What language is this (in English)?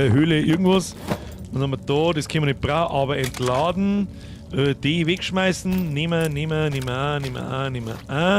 Bavarian